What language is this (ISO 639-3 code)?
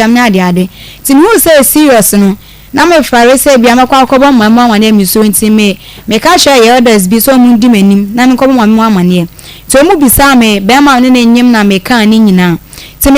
aka